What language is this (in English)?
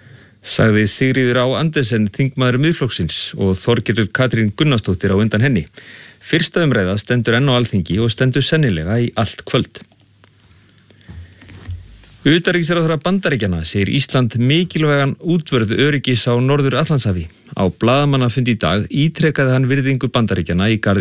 Icelandic